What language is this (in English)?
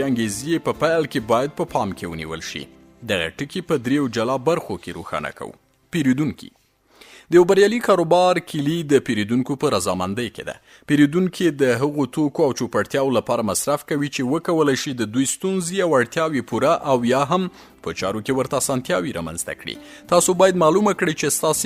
Pashto